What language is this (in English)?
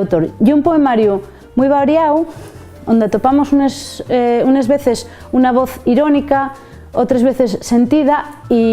Asturian